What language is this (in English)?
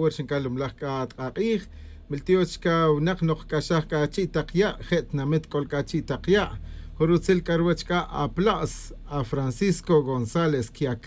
Kaqchikel